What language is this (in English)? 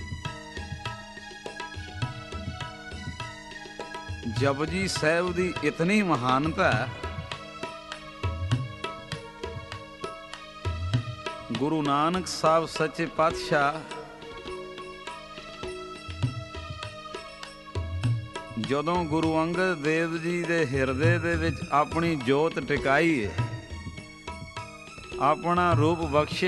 Punjabi